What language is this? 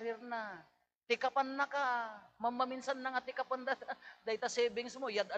Iloko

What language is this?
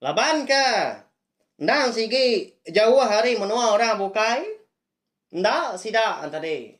Iban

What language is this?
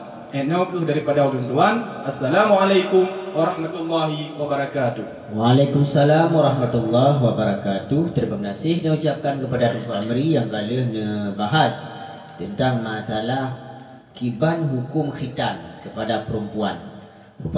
Achinese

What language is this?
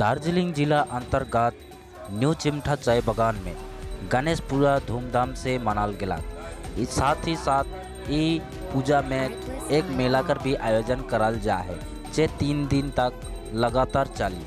Sadri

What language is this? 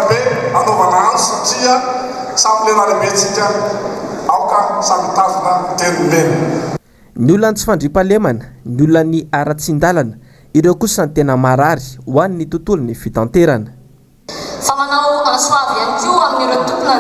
Malagasy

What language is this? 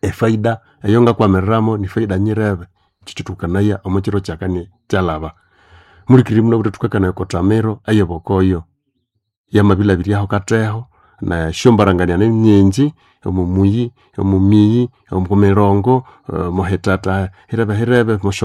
Nande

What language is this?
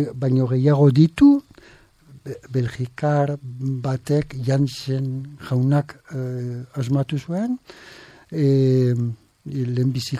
Basque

